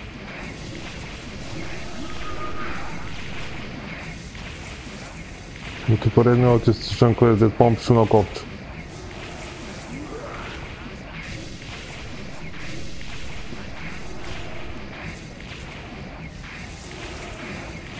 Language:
Bulgarian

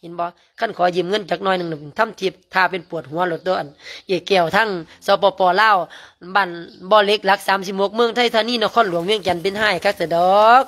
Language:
Lao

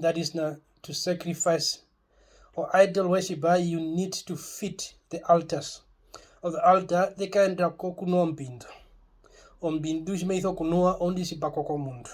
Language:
Herero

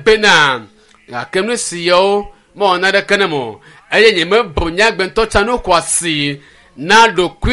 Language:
Ewe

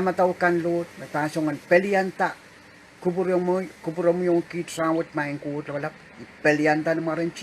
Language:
Pohnpeian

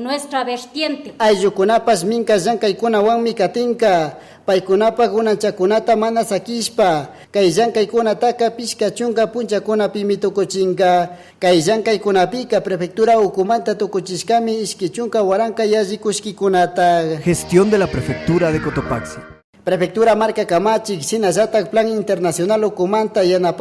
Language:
Chimborazo Highland Quichua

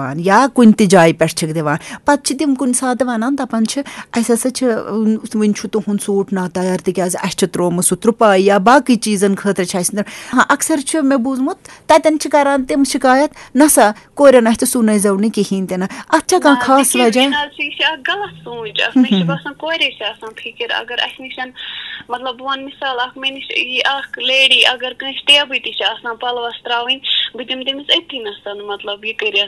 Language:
Kashmiri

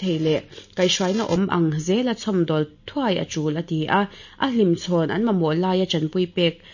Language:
Mizo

